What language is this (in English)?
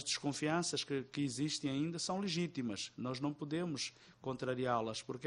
Portuguese